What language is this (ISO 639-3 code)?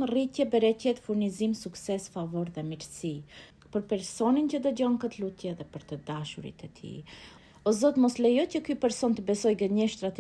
sqi